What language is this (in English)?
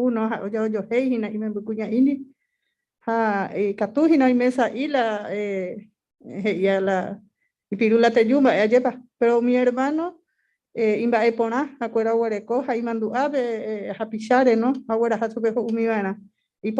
Guarani